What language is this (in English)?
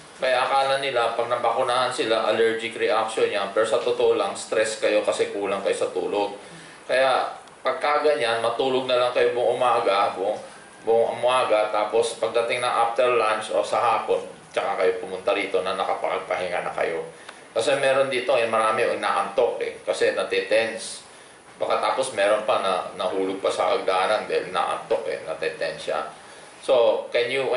Filipino